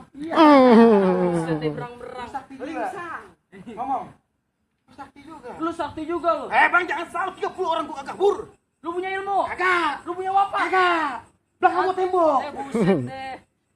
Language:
Betawi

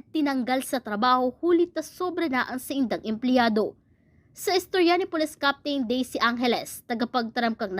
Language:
Bikol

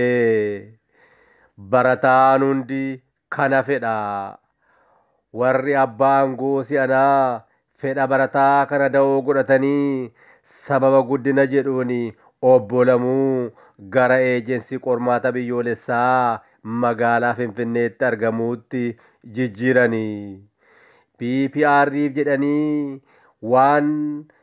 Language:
Oromo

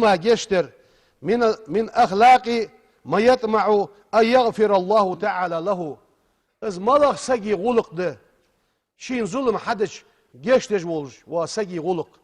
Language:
Ingush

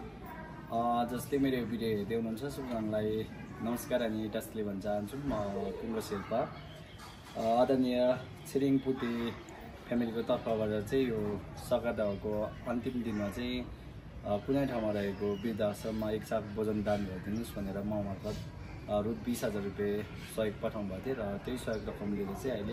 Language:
Nepali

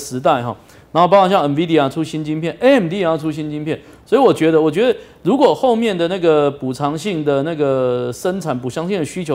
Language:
Chinese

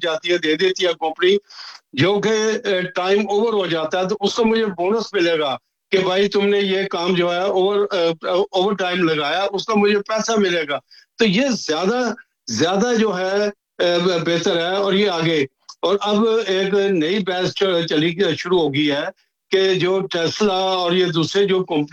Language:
Urdu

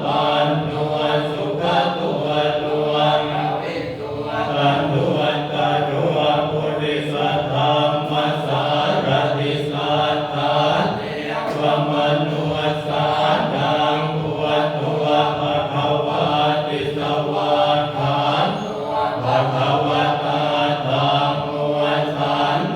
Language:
Pali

